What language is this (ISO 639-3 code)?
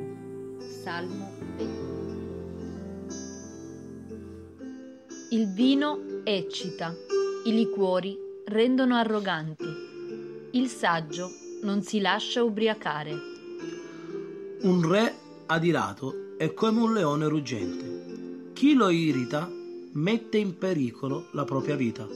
ita